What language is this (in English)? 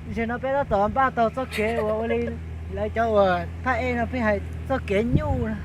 Hmong